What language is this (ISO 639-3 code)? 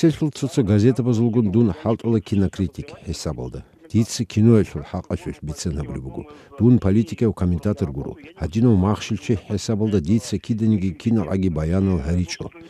ava